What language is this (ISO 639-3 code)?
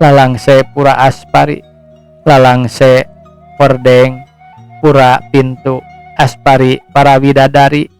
sun